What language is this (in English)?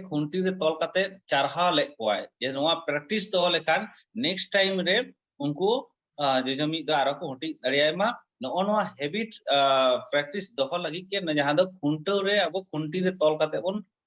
Santali